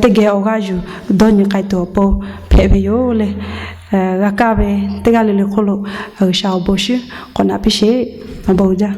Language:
Lahu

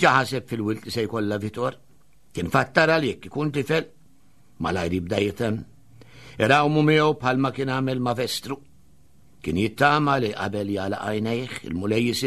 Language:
Maltese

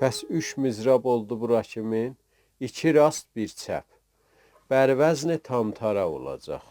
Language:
South Azerbaijani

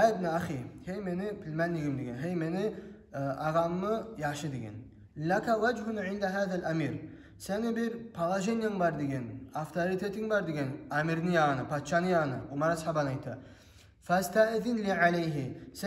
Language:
Kumyk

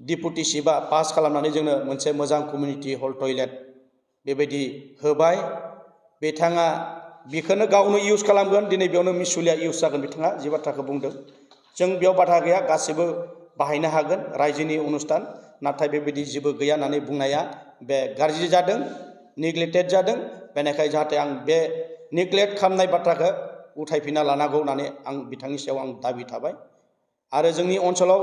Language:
Bodo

